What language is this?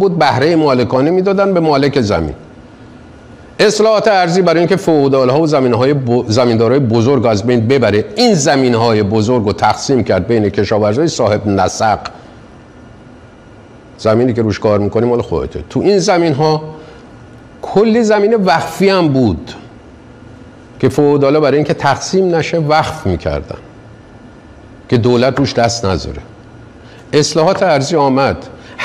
Persian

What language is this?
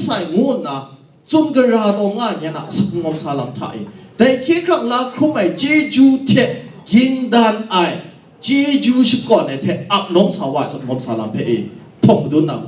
Kachin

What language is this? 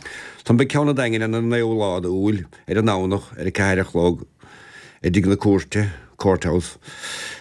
Irish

